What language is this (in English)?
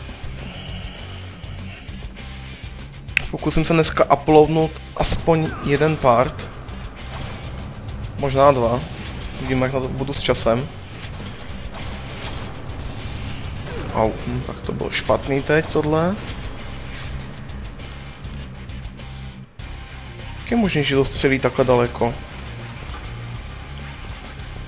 Czech